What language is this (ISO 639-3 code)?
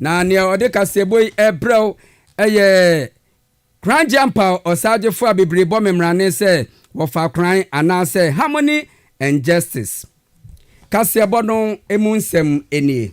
aka